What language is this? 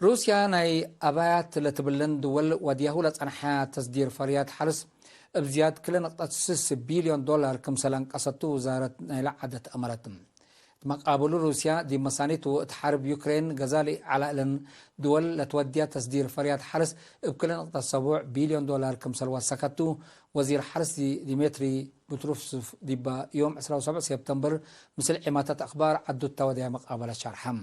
Tigre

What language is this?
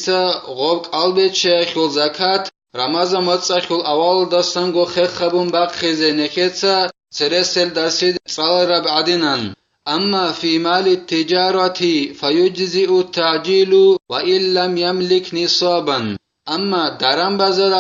Avaric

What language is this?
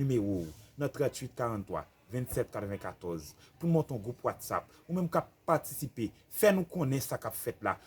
Haitian Creole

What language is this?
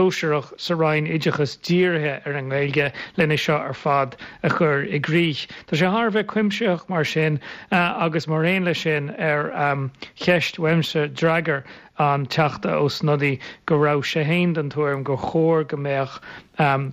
Irish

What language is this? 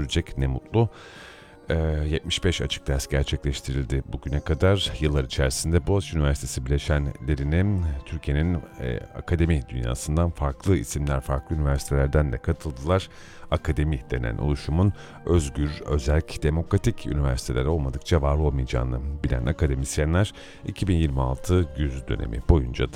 Turkish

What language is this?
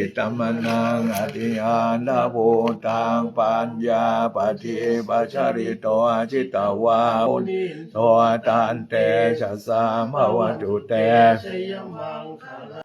Pali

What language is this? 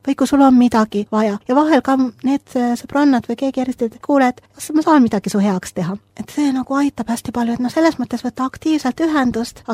Estonian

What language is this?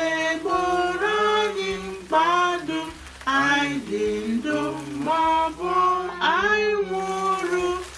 Igbo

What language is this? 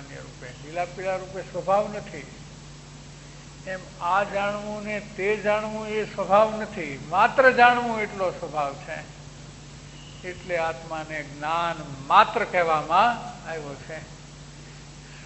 Gujarati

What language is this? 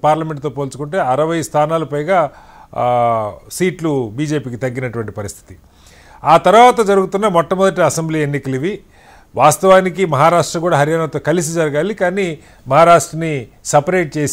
Telugu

